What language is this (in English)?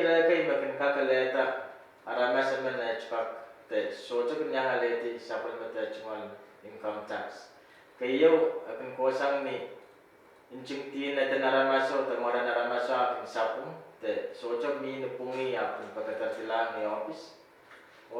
Pohnpeian